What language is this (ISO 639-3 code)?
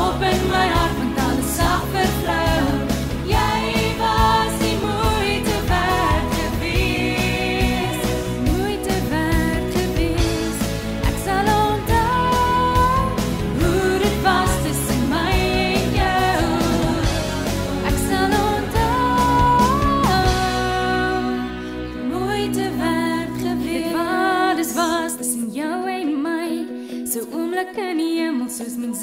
afr